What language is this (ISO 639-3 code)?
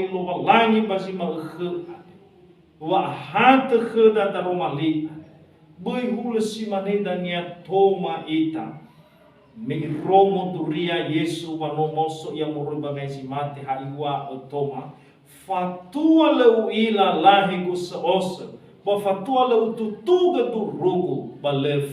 nia